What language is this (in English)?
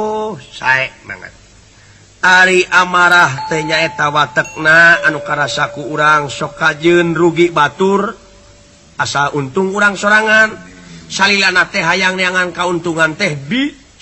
Sundanese